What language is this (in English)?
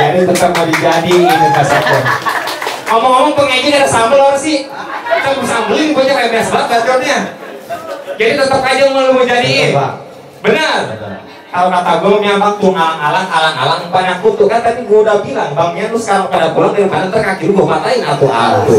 Betawi